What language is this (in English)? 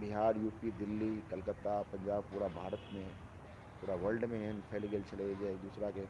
Maithili